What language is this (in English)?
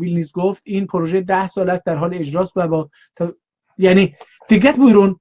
South Azerbaijani